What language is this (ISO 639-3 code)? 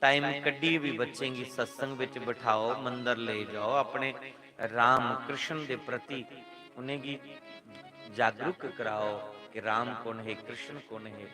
doi